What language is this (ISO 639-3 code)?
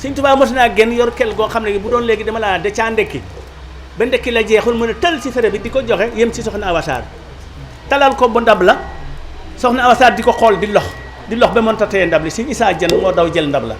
wol